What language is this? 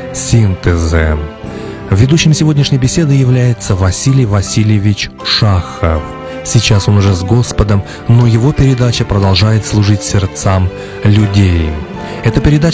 Russian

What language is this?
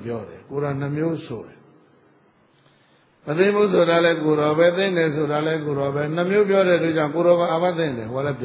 Burmese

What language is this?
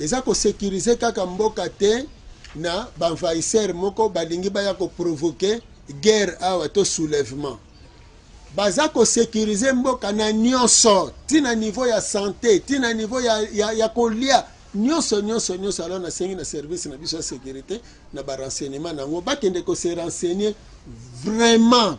Lingala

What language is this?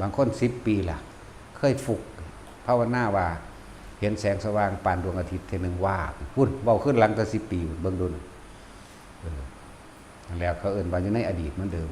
Northeastern Thai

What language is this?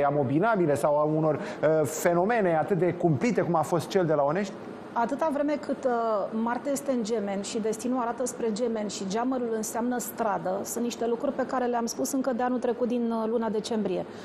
Romanian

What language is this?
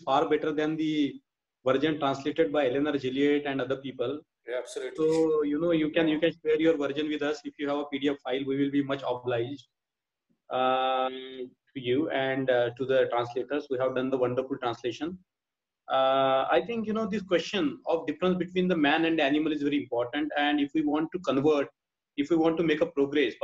English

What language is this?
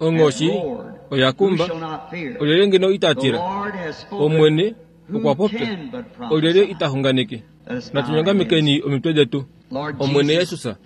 Kuanyama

